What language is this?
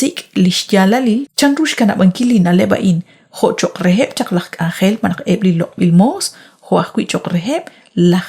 Kekchí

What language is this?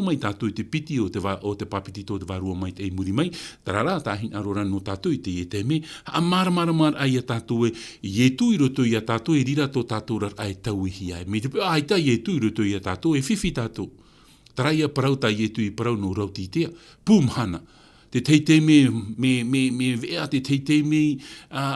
Tahitian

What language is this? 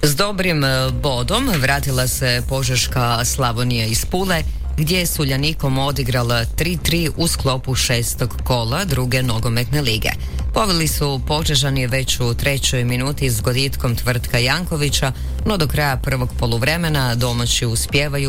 Croatian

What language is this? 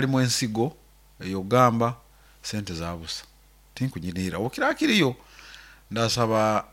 Nyoro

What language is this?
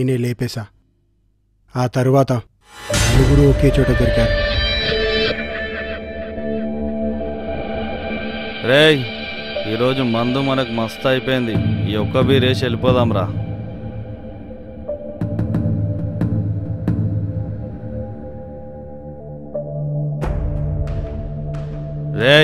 Telugu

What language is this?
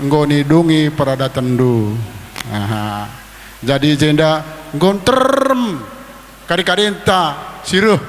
Batak Karo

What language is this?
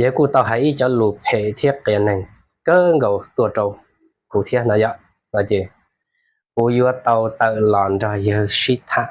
Hmong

